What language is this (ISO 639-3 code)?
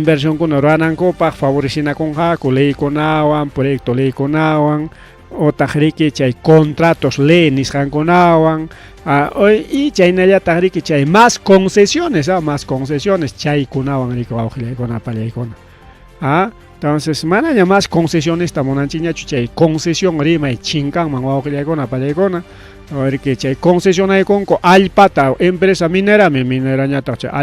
quy